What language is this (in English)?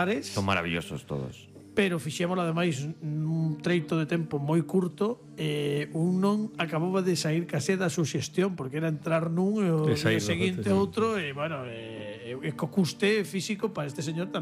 Galician